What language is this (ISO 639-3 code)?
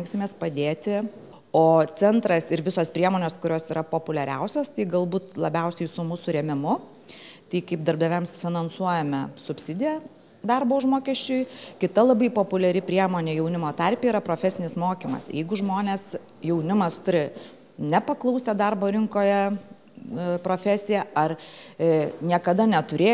lit